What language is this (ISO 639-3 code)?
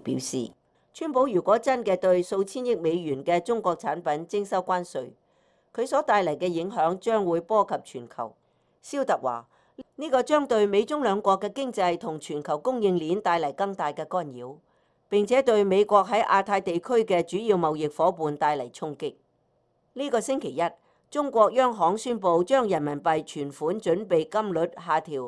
yue